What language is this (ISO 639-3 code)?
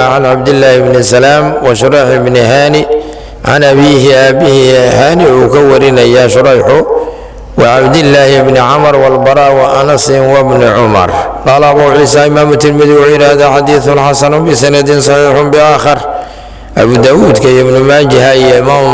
som